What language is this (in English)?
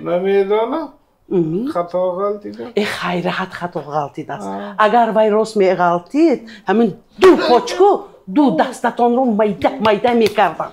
Tajik